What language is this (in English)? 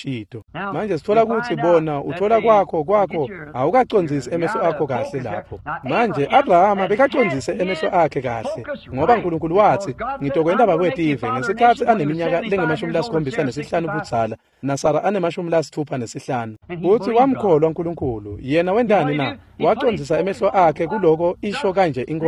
Swati